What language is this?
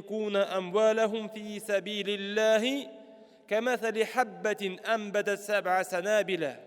Tatar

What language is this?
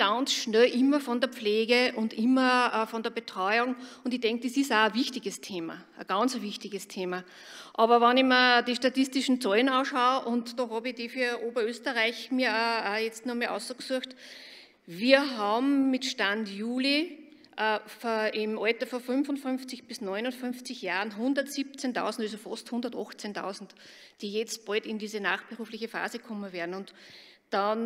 German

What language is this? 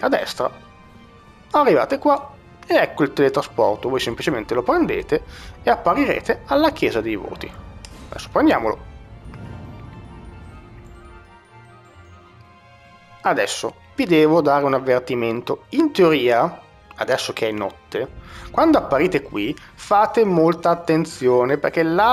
Italian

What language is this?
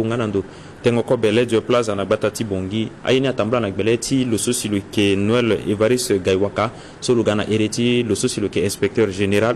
Sango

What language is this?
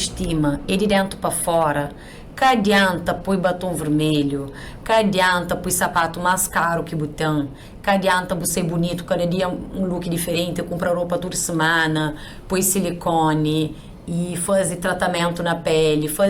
Kabuverdianu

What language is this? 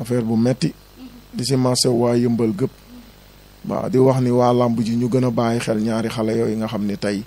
Wolof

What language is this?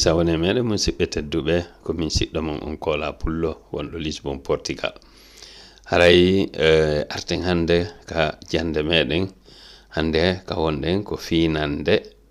Fula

